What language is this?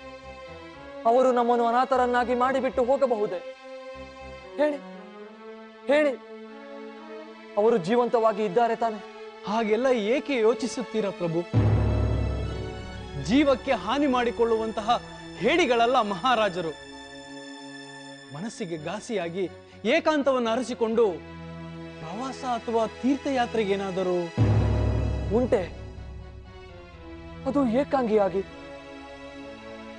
Kannada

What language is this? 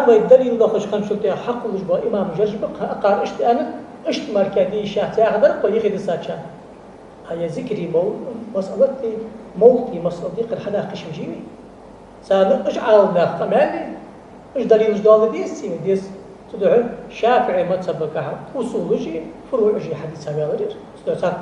Ingush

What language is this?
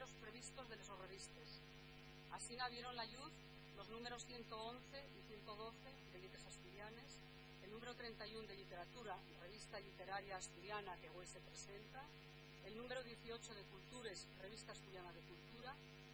Asturian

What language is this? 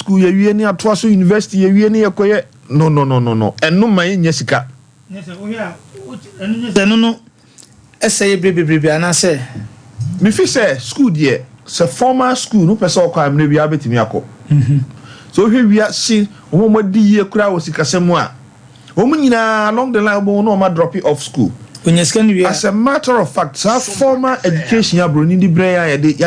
Akan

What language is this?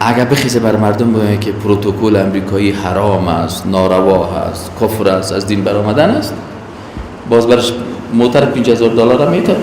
Persian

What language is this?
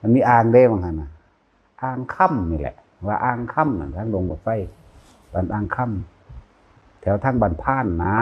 Northeastern Thai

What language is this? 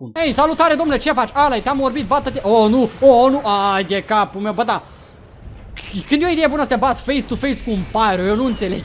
Romanian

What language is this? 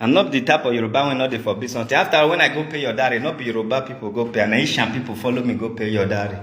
Nigerian Pidgin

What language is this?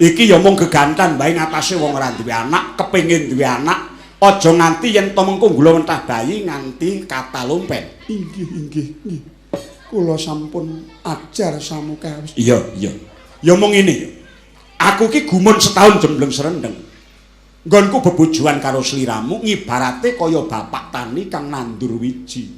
Javanese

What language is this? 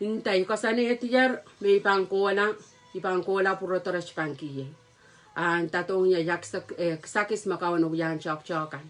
Pohnpeian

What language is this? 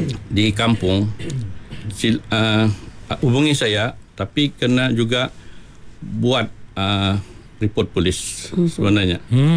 Malay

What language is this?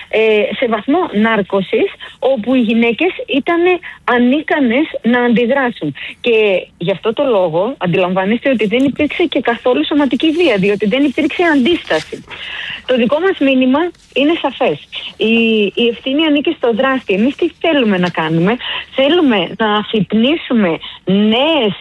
Greek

